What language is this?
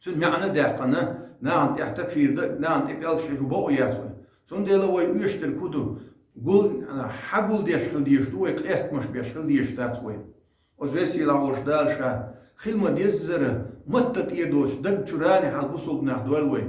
Chechen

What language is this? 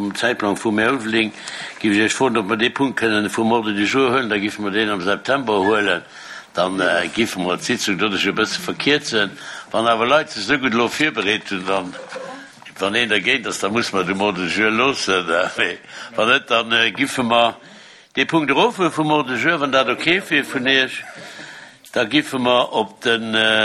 Luxembourgish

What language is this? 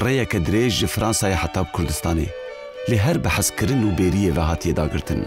Kurdish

